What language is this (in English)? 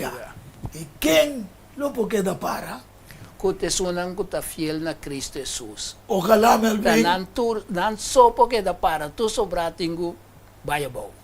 Papiamento